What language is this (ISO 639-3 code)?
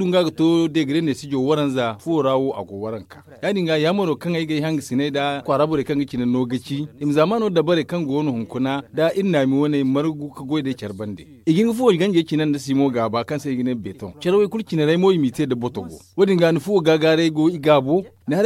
dje